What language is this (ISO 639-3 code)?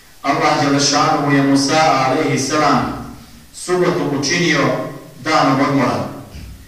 bos